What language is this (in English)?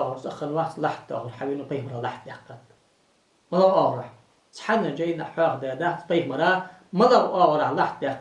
Ingush